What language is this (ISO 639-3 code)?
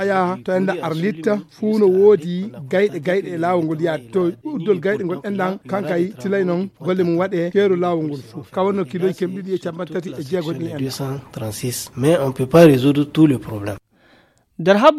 ful